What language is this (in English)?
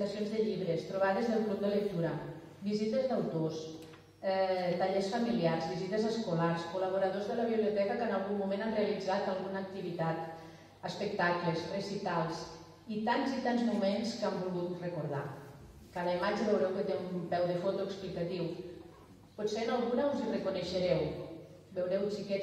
Catalan